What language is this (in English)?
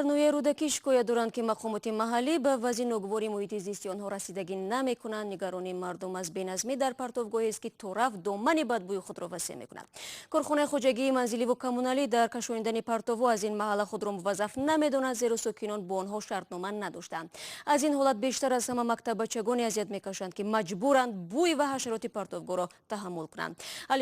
Tajik